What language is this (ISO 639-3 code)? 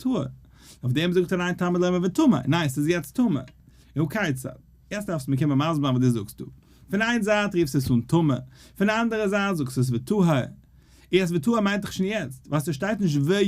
yid